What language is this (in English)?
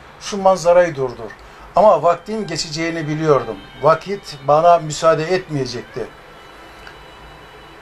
Turkish